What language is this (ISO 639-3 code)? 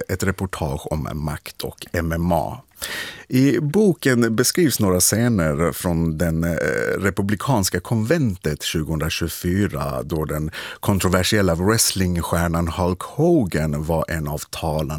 swe